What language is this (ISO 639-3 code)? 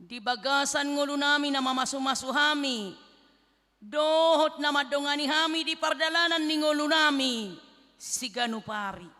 bbc